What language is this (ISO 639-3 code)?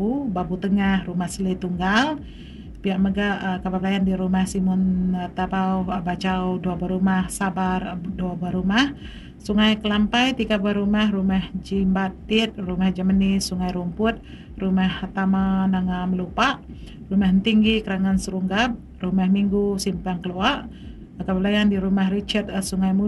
iba